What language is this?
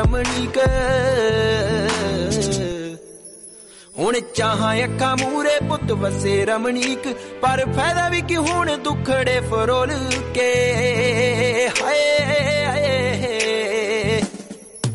Punjabi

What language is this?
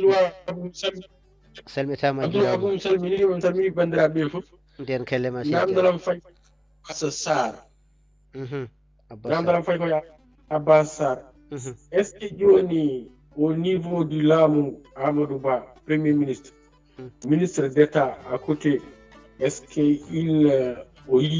Fula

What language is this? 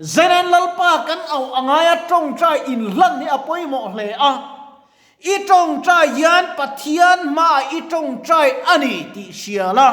Mizo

